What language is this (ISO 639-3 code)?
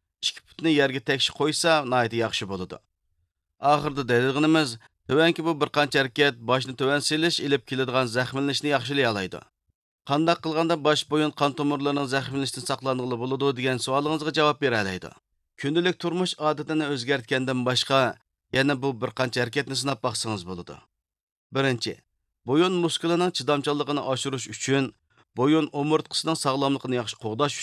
uig